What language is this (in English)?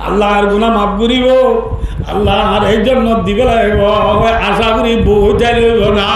Rohingya